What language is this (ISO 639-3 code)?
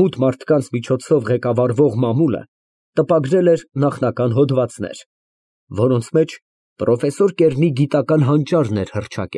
hye